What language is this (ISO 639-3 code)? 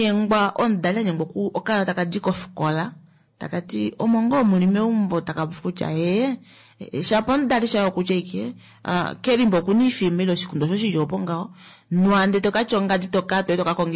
kua